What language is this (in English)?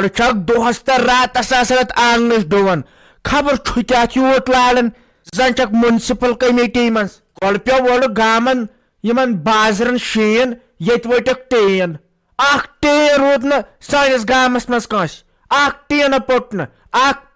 Kashmiri